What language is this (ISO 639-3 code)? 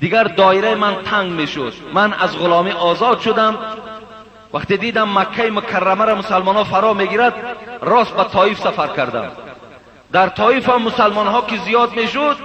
fas